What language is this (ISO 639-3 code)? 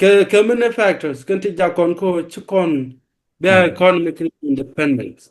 nus